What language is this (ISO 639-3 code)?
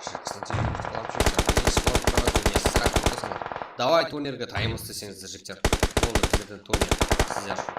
kaa